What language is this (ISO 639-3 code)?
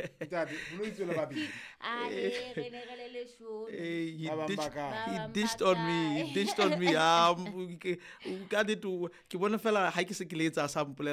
sot